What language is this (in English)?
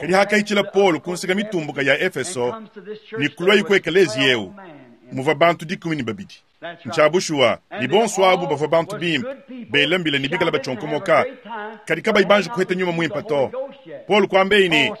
Luba-Lulua